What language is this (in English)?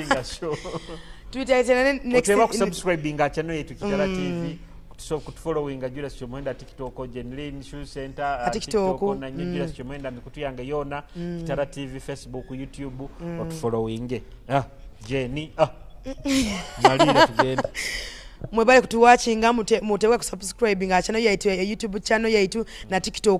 Nyoro